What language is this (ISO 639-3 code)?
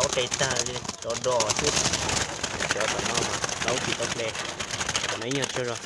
hmn